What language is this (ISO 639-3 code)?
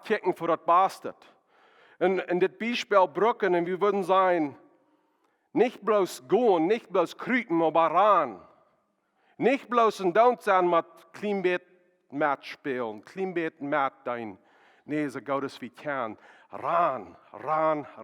pdt